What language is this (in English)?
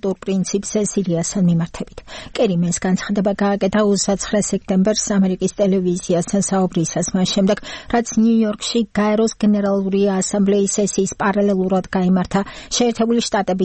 Georgian